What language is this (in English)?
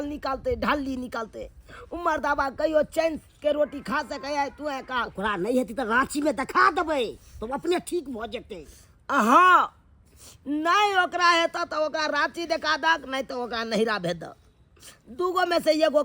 Maithili